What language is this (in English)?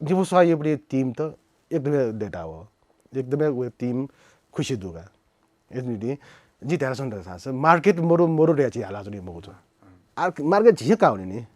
Newari